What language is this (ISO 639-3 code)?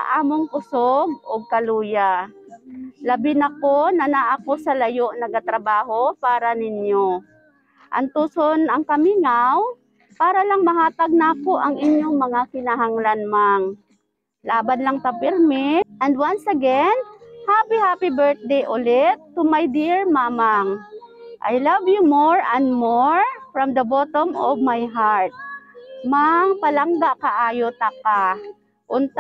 ceb